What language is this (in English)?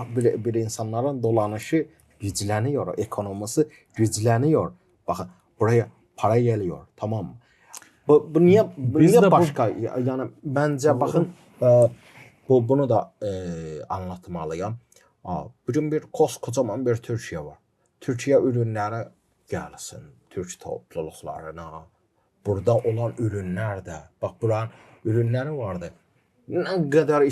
Gagauz